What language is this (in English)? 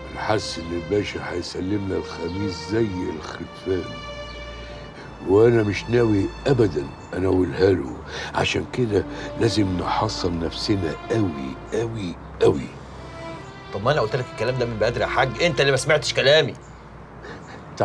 Egyptian Arabic